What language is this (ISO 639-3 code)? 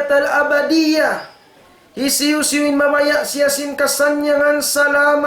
tsg